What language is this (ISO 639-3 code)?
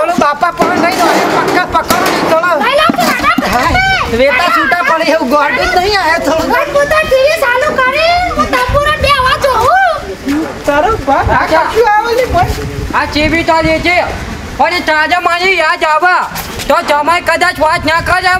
guj